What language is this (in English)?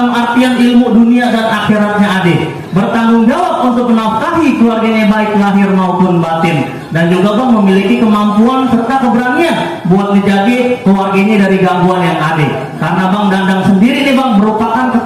Betawi